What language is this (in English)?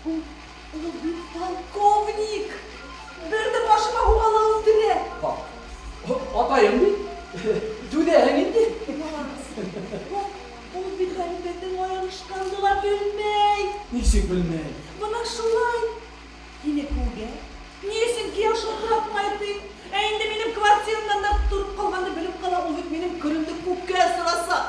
Bashkir